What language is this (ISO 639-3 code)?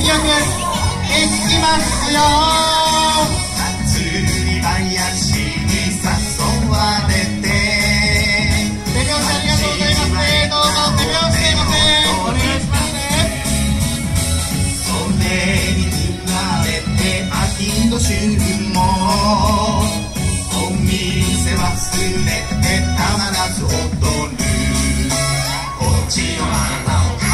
jpn